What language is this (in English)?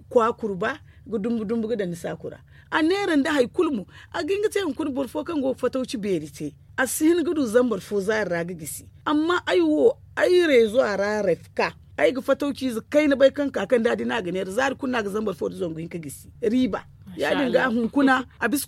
Zarma